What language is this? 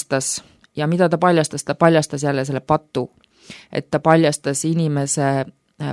Estonian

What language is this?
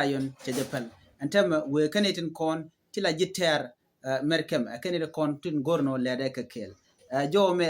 Nuer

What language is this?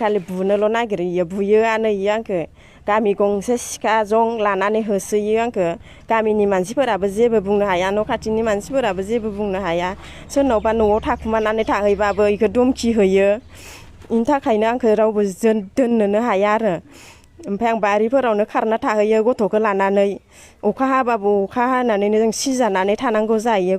Bodo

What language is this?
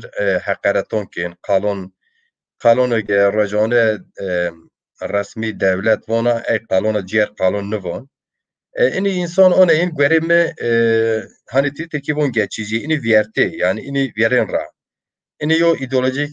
Zaza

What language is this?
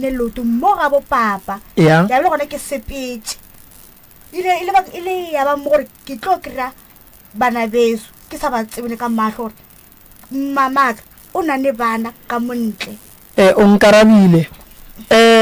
Northern Sotho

